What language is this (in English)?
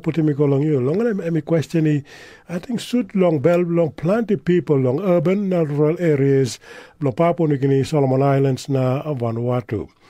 Tok Pisin